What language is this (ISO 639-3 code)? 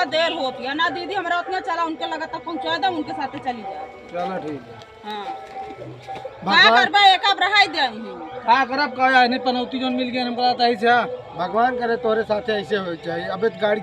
awa